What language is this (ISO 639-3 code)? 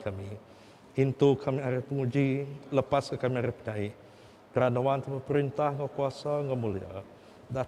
iba